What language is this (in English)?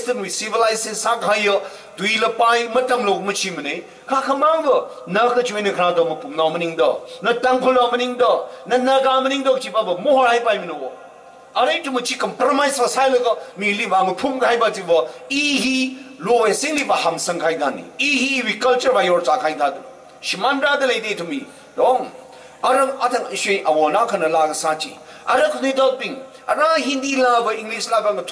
Tangkhul Naga (India)